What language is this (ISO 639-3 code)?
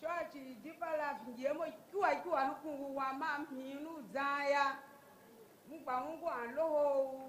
ewe